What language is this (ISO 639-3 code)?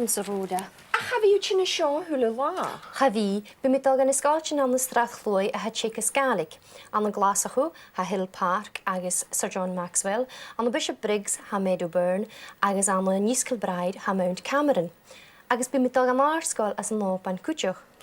gla